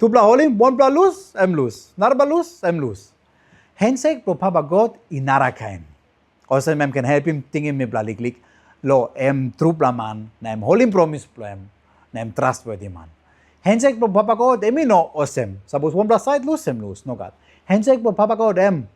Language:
Tok Pisin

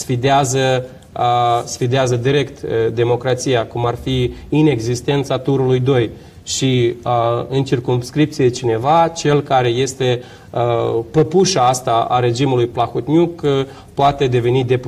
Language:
Romanian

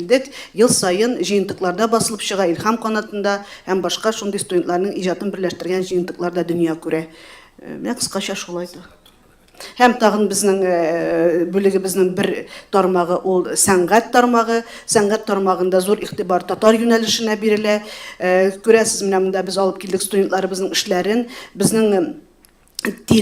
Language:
Tatar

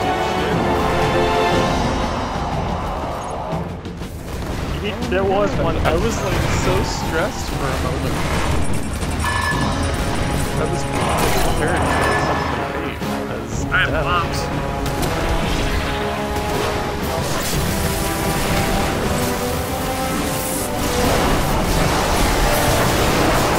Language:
English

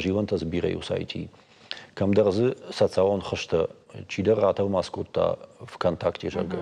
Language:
Ossetic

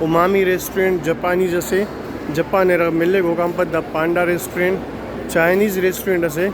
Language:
Brahui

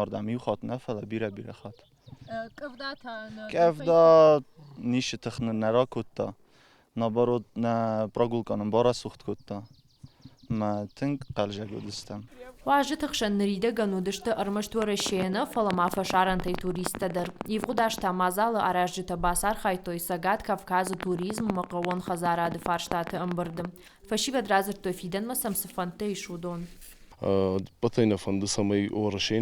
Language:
Ossetic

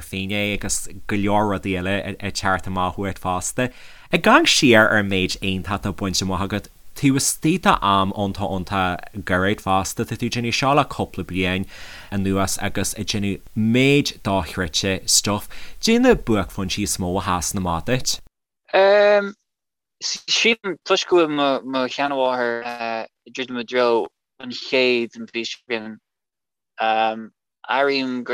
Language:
Irish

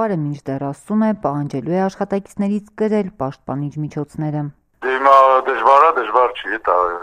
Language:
Armenian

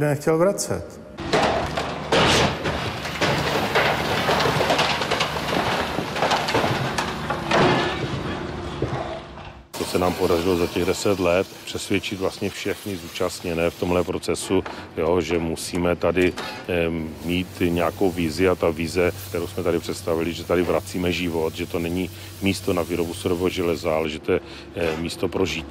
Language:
Czech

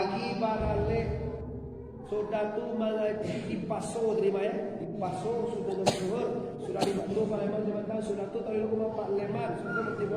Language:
Minangkabau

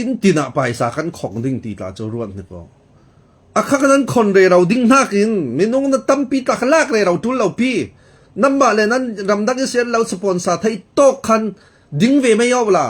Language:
Falam Chin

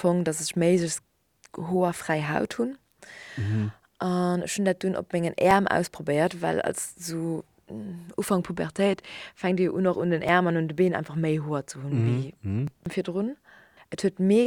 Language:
Luxembourgish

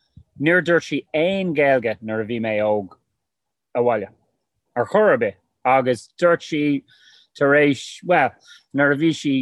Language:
Irish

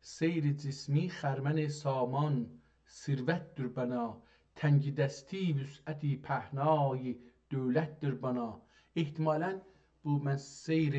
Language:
South Azerbaijani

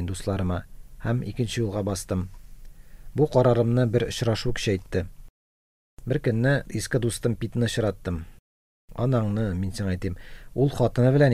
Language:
Tatar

